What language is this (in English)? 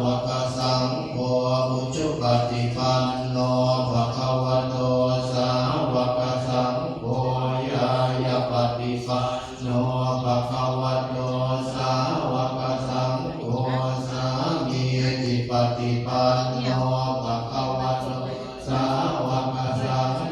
Pali